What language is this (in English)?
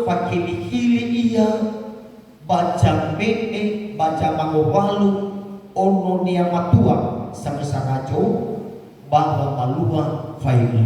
Nias